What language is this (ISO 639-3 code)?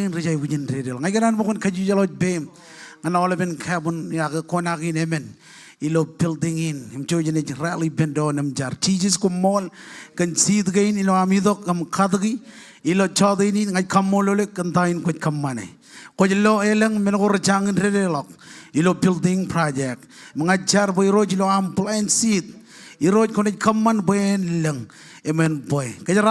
mah